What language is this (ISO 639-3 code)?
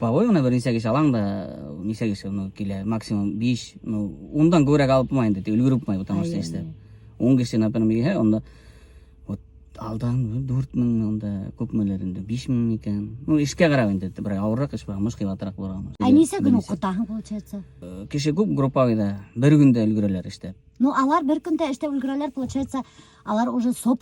bak